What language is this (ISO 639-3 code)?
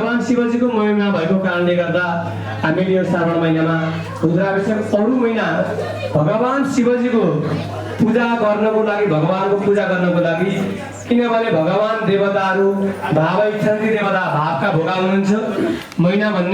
nep